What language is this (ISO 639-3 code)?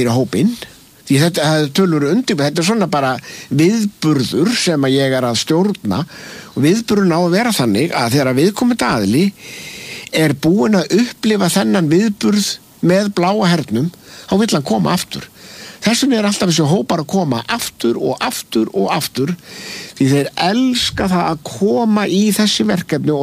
isl